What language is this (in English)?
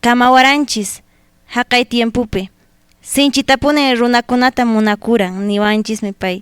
Quechua